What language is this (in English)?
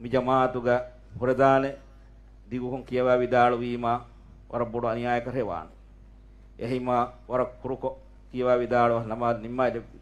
Divehi